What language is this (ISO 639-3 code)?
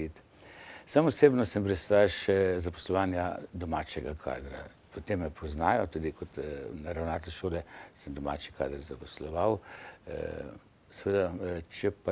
slv